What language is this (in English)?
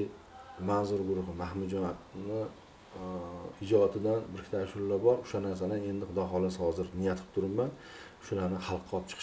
Uzbek